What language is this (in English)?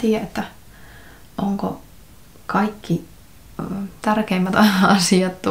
Finnish